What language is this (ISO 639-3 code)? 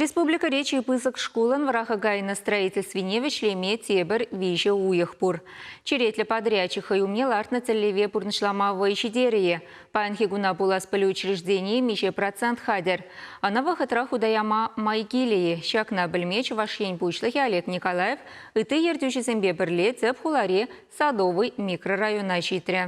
chv